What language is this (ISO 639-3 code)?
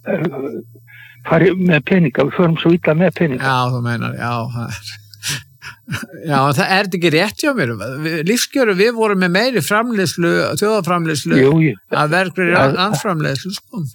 isl